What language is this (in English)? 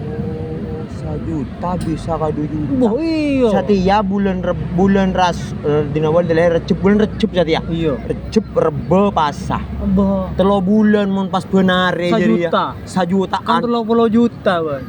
Madurese